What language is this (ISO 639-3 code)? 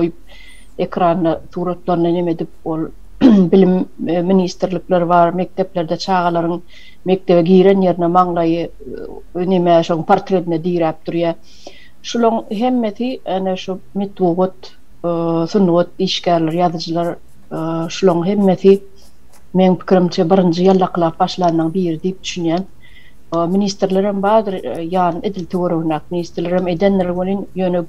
tuk